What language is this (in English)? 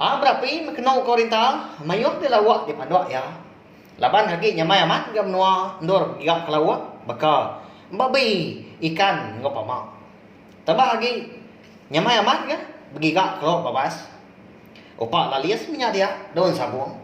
Iban